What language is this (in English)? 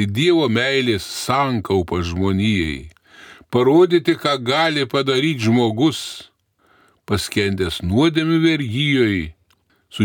Lithuanian